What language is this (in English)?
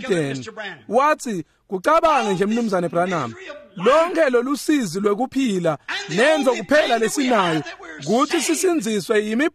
Swati